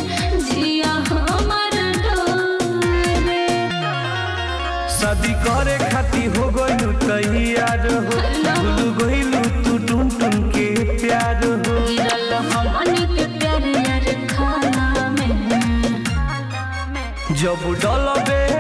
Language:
Bhojpuri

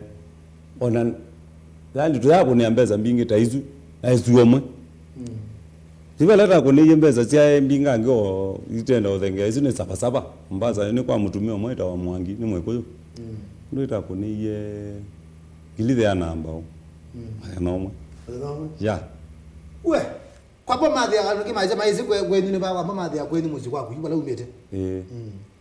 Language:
Kamba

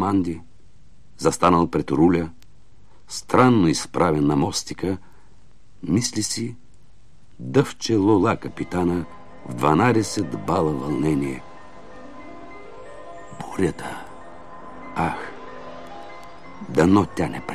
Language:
Bulgarian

